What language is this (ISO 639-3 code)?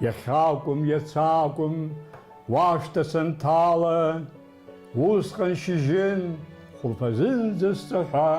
abk